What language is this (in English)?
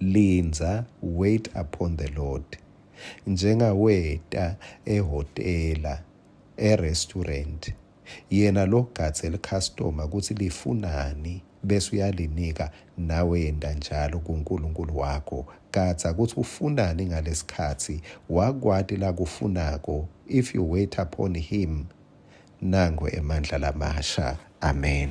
Swati